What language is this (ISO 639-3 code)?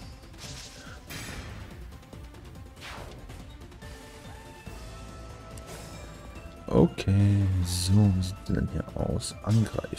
deu